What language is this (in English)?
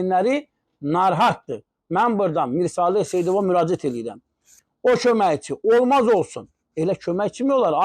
Azerbaijani